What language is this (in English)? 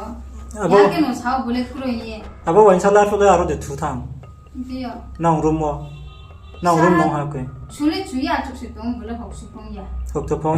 Riang (India)